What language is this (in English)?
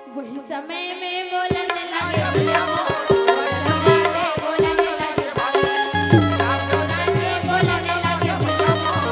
Chhattisgarhi